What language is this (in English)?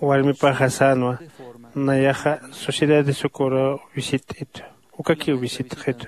Aymara